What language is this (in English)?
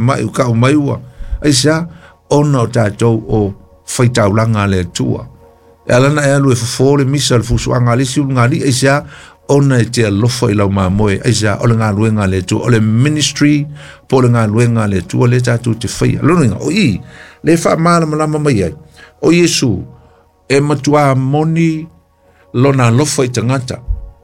Samoan